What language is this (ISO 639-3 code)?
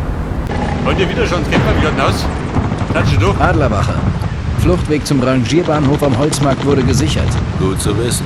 bar